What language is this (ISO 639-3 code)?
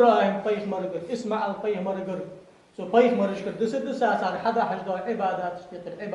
inh